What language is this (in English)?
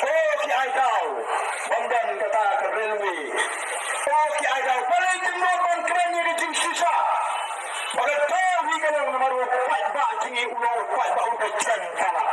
Khasi